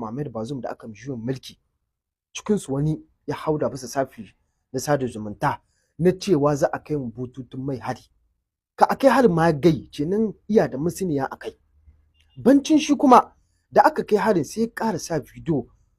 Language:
Hausa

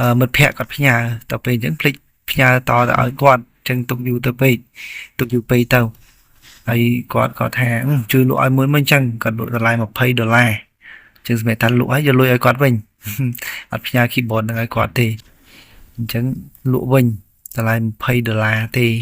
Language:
Khmer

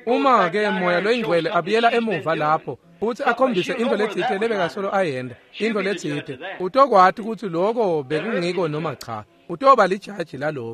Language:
Swati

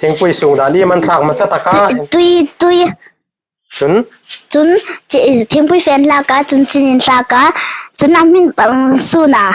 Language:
Hmar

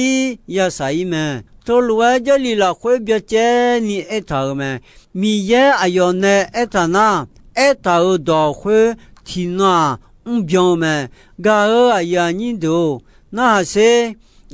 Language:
Akha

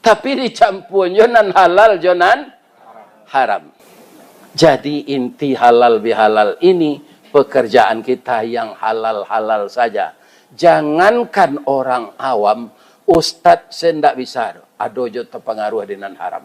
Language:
Minangkabau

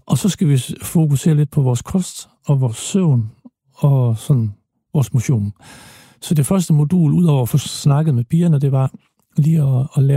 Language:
Danish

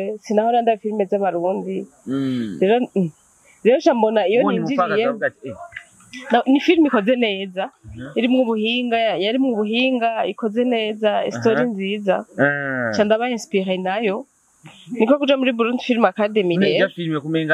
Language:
Rundi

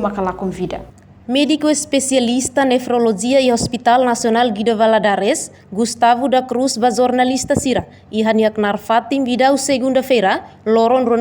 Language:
Tetum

